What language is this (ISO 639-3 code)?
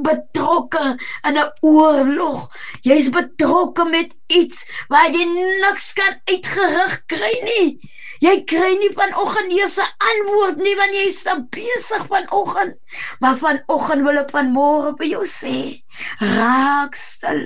afr